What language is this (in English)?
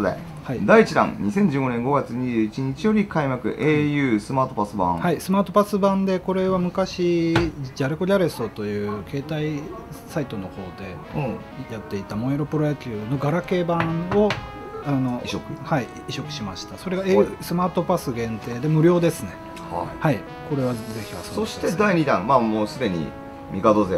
Japanese